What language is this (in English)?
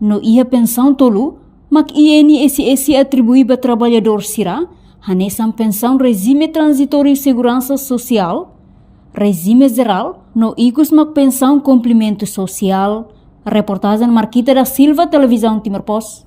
Tetum